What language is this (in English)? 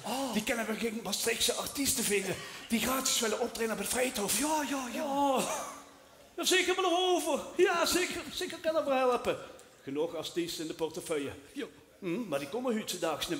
Limburgish